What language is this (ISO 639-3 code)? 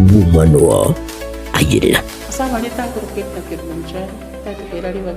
guz